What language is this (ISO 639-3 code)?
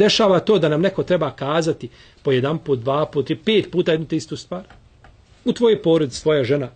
bos